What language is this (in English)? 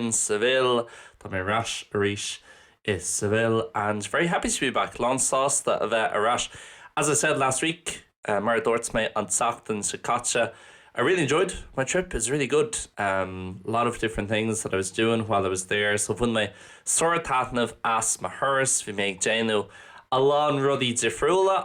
Irish